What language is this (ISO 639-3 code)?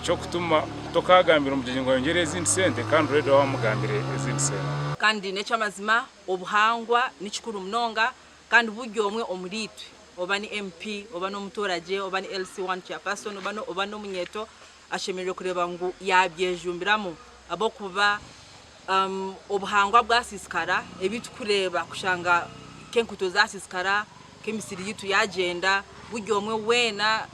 nyn